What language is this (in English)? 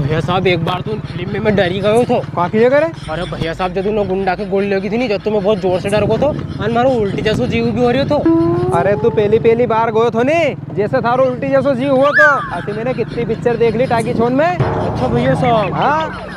Rajasthani